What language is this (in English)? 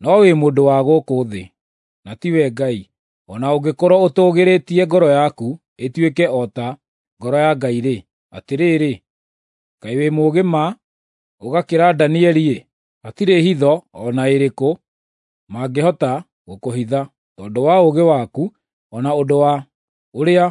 Kikuyu